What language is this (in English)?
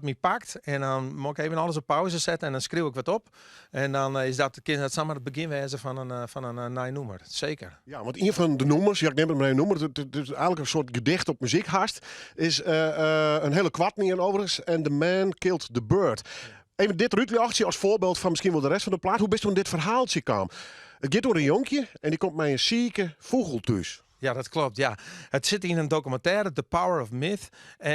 Western Frisian